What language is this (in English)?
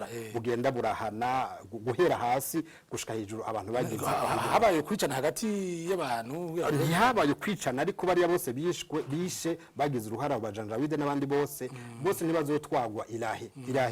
Rundi